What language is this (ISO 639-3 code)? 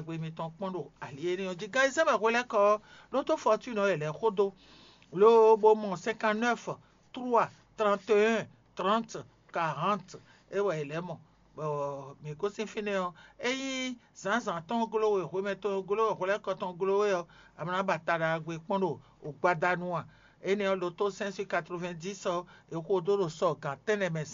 fon